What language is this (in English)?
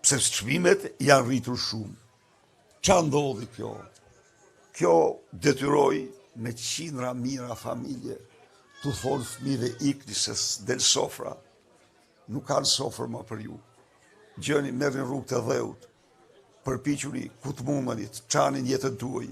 Albanian